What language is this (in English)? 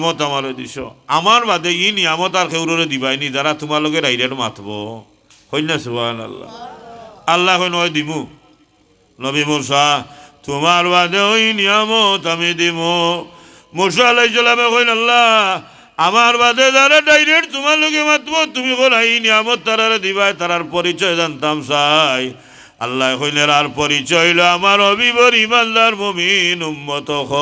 Sylheti